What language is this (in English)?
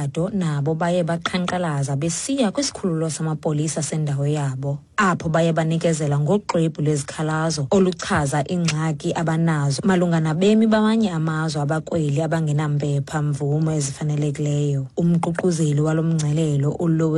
Xhosa